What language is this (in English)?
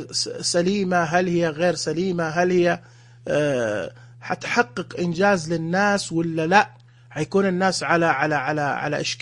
Najdi Arabic